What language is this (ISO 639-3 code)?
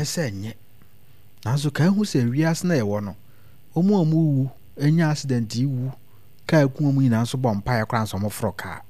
aka